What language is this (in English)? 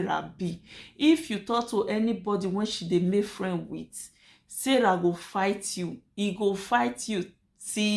Nigerian Pidgin